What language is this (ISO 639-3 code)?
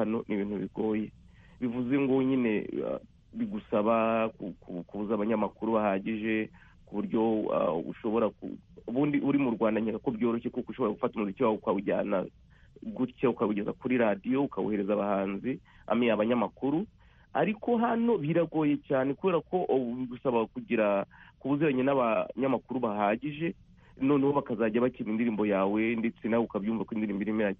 kin